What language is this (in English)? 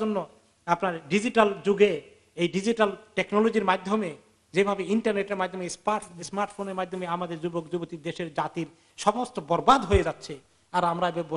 Bangla